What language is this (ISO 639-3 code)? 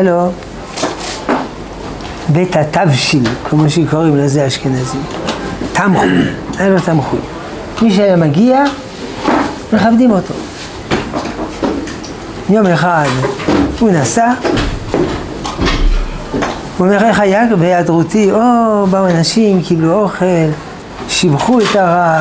heb